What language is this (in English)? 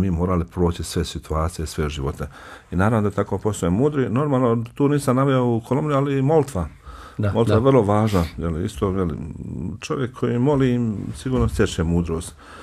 Bosnian